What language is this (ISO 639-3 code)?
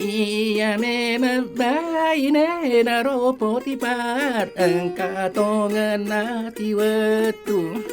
bug